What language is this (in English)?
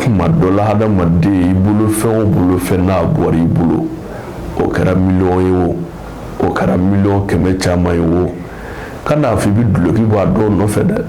Bambara